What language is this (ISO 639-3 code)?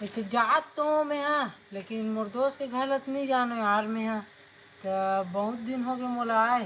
hne